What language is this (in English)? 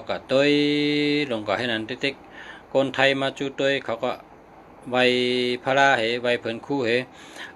Shan